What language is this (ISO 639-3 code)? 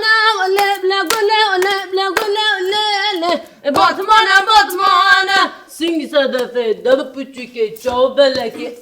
kur